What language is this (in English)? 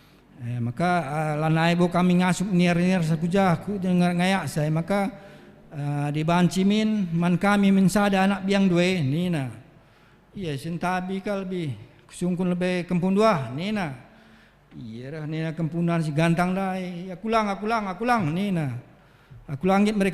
Batak Karo